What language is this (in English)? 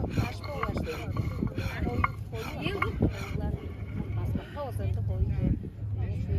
Tuvinian